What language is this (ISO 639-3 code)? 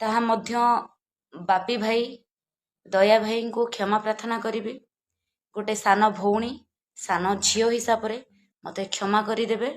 ori